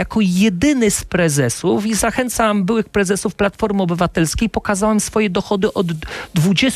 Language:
Polish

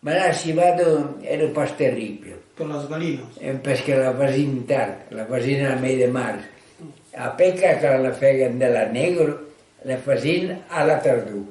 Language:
Occitan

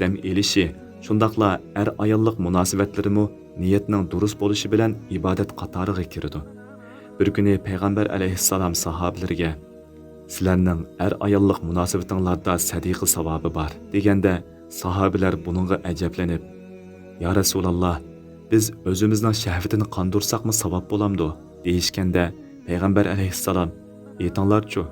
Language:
Uyghur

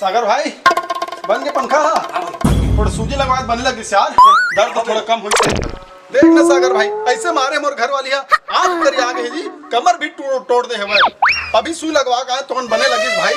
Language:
Chhattisgarhi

